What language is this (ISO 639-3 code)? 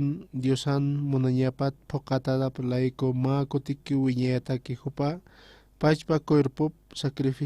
aym